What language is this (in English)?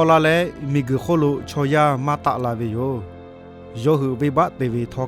Lahu